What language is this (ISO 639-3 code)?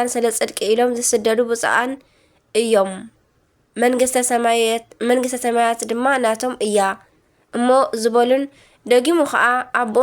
tir